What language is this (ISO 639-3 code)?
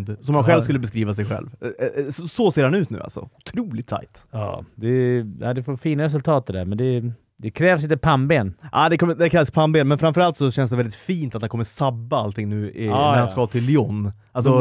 swe